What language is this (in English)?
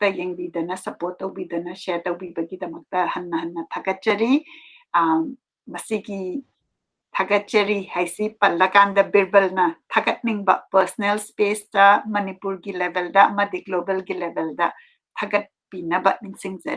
Manipuri